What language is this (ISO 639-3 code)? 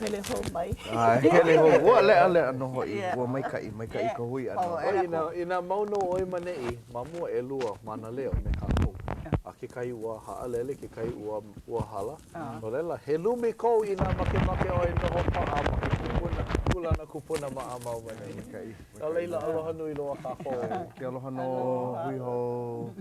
haw